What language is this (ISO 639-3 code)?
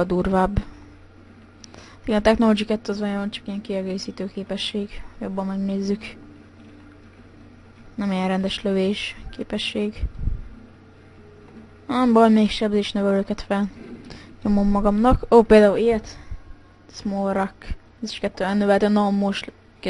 hun